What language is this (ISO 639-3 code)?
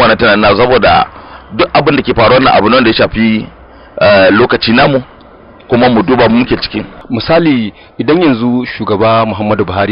hau